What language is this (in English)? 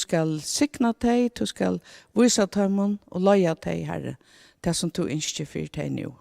Faroese